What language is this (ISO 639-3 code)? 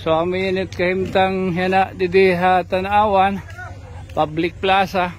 war